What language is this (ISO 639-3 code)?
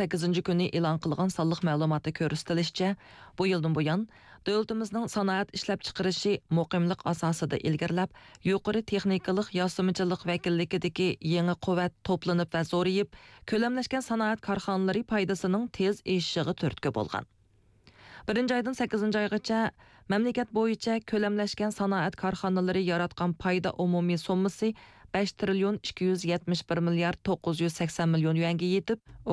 uig